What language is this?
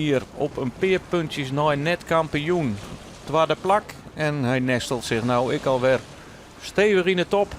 Western Frisian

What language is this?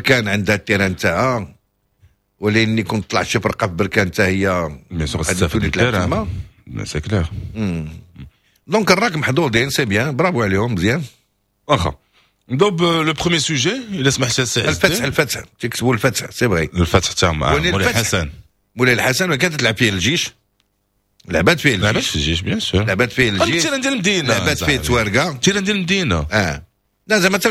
Moroccan Arabic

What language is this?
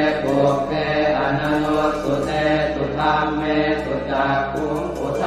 Pali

